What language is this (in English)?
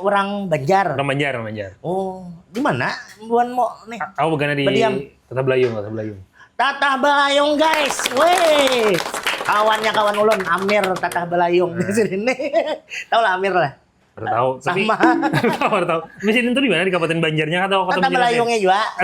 Banjar